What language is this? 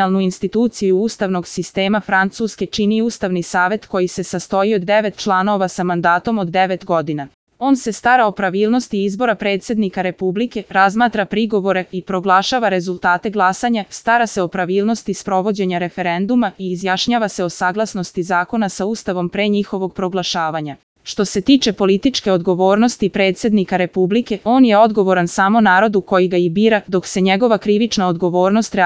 Serbian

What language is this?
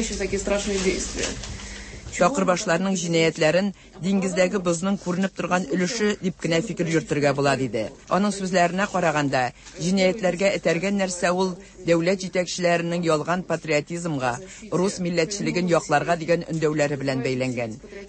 Tatar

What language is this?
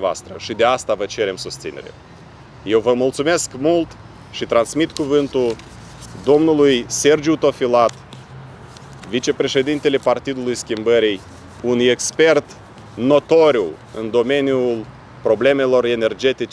Romanian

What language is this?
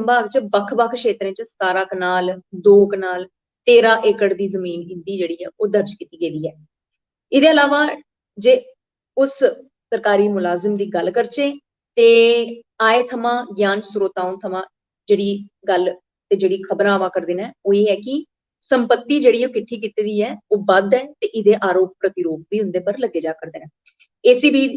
Dogri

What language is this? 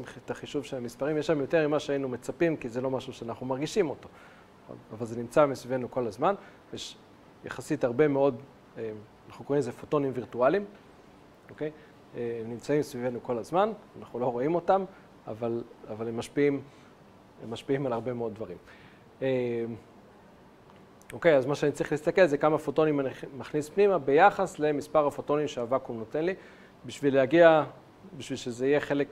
Hebrew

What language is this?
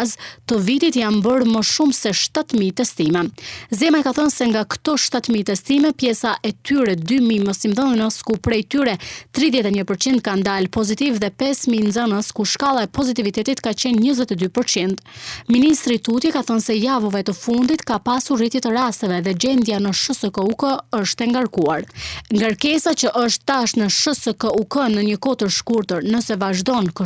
Albanian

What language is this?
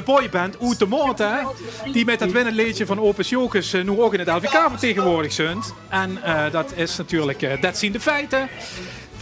Limburgish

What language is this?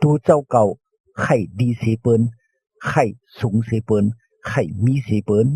Shan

